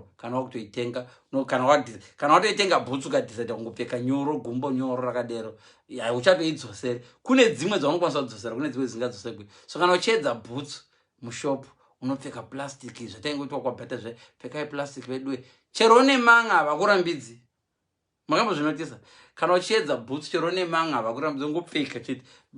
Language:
Shona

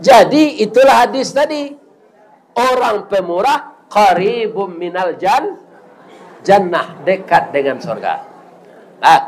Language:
Minangkabau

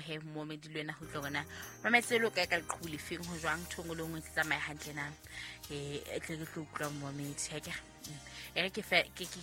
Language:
Southern Sotho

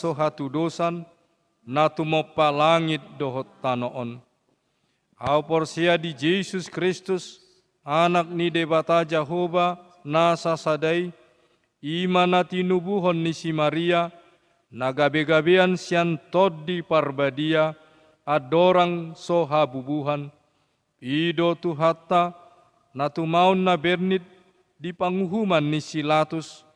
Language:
Batak Toba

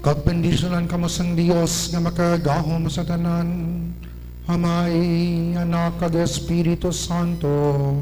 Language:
Hiligaynon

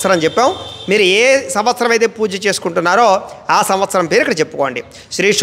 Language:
Telugu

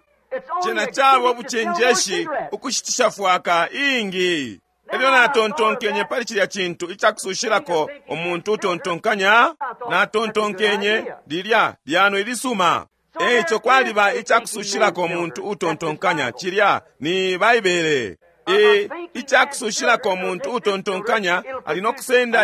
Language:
Bemba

